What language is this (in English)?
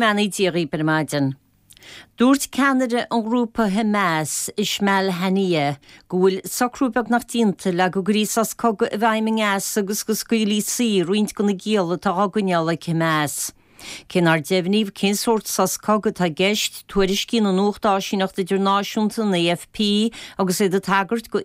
Irish